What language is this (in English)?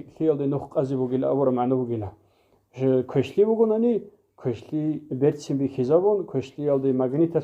Avaric